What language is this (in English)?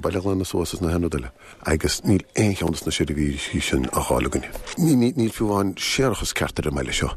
Irish